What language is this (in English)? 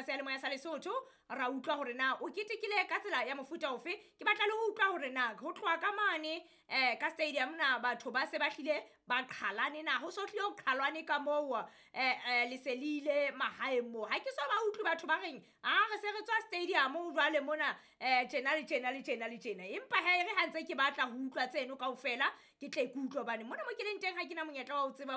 Southern Sotho